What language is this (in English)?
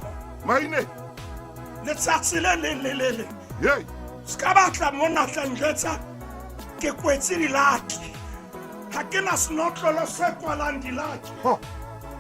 Southern Sotho